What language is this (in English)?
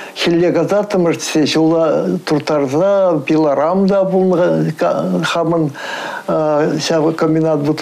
Chuvash